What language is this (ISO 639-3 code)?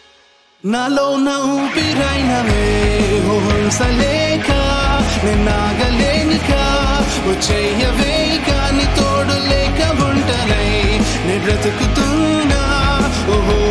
tel